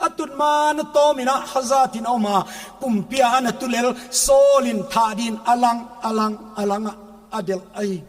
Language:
Paite Chin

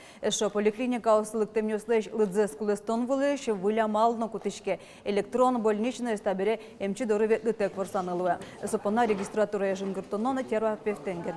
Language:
Udmurt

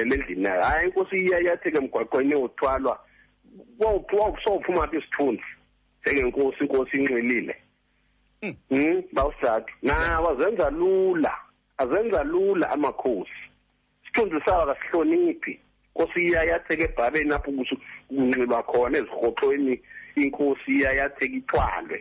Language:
Xhosa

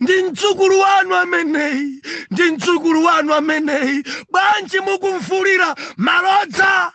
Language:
Nyanja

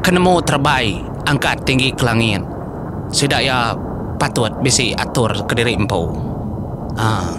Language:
Iban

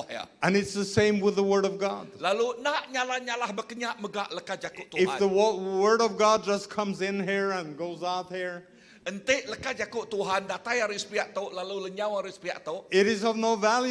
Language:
Iban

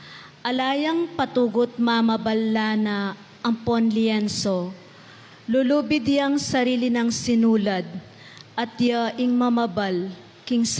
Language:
Pampanga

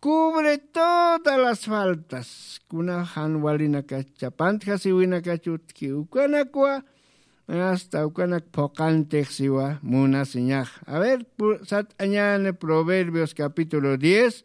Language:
Aymara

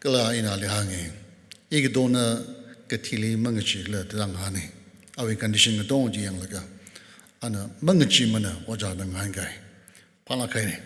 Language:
Tangkhul Naga (India)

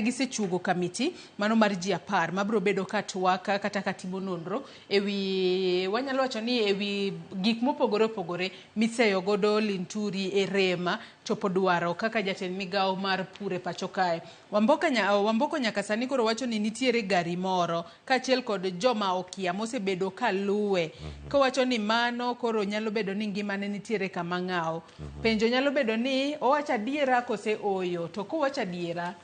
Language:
Luo (Kenya and Tanzania)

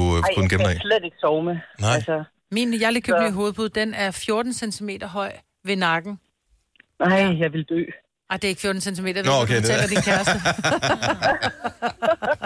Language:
Danish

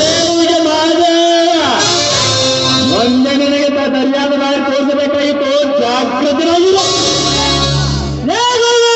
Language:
Kannada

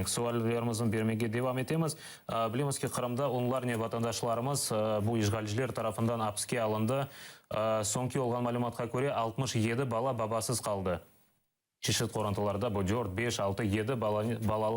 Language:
Crimean Tatar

